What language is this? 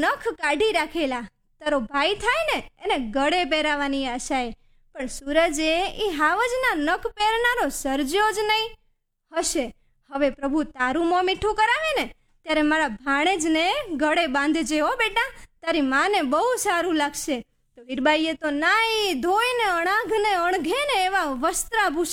Gujarati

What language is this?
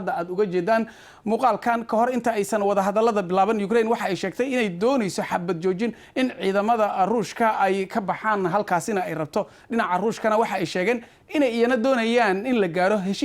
Somali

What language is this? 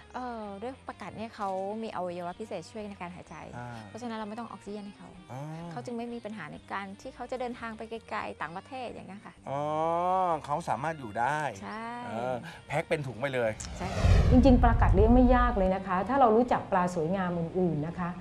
Thai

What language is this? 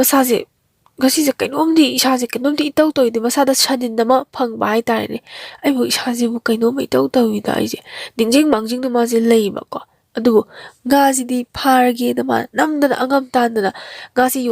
Manipuri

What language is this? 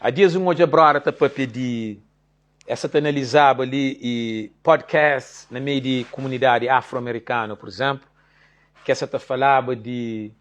Kabuverdianu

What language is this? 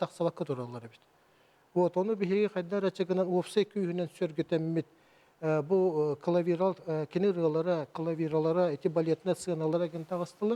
Yakut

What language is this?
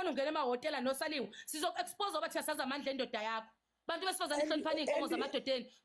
Zulu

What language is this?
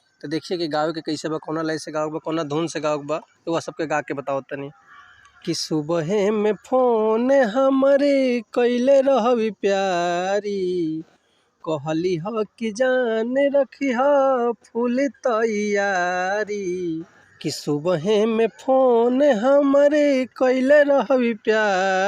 Bhojpuri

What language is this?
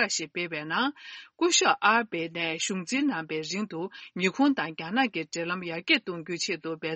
Tibetan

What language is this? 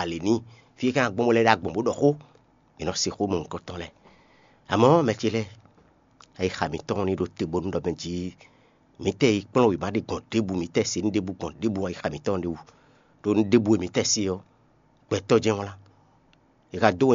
Fon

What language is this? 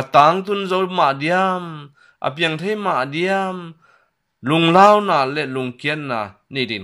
Tedim Chin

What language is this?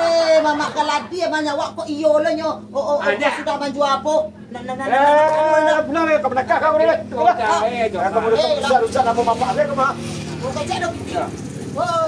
Minangkabau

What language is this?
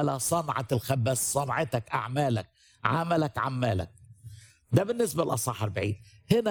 Egyptian Arabic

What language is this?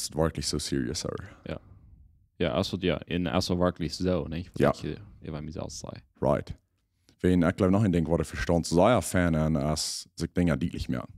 Plautdietsch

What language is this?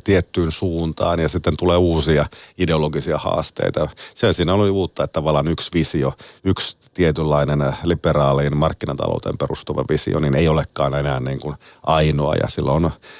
Finnish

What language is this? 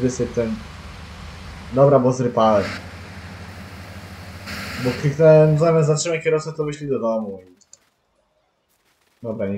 Polish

